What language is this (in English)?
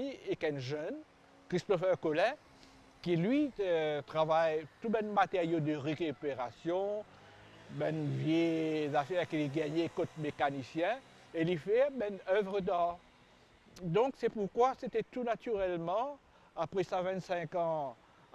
Morisyen